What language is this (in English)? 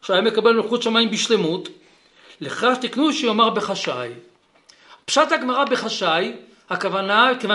Hebrew